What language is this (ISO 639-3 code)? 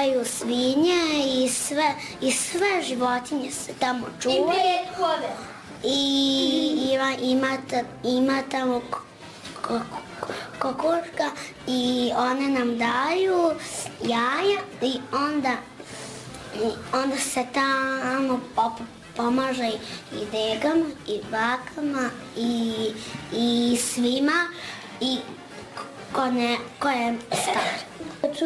bos